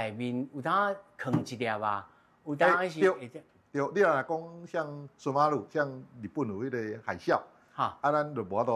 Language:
Min Nan Chinese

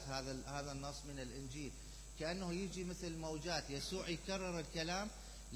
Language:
Mesopotamian Arabic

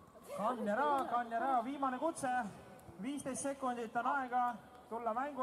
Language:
Estonian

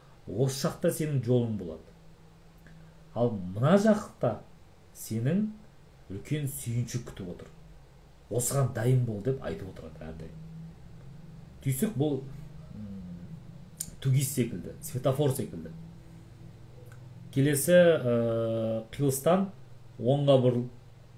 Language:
Kazakh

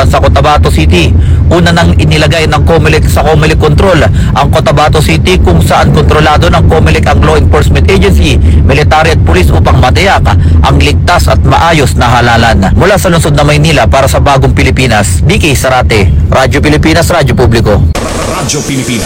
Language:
Filipino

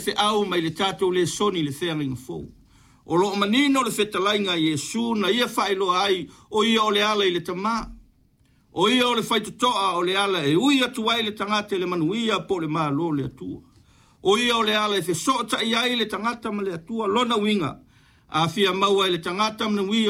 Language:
Samoan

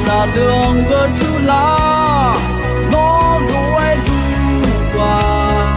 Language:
Akha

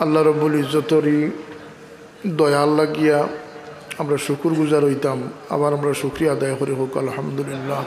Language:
Sylheti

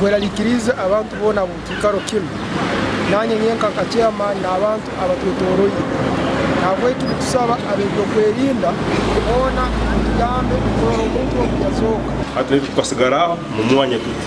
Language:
Nyankole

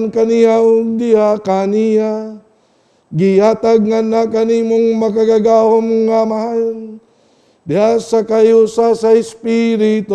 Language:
Cebuano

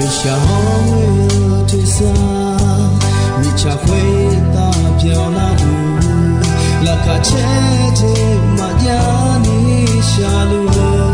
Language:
Akha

